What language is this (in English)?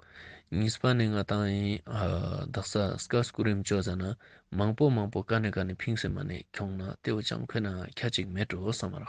Ladakhi